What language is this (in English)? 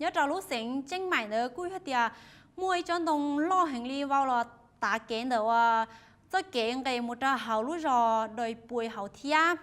Hmong